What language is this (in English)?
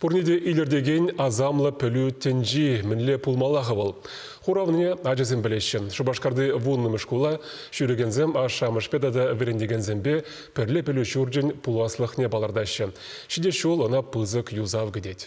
Chuvash